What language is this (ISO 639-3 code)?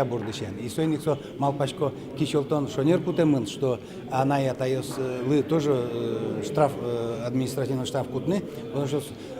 udm